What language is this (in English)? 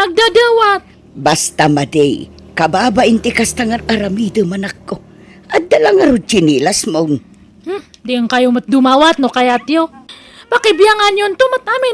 Iloko